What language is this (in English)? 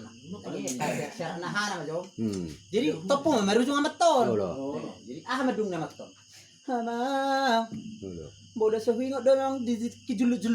Batak Toba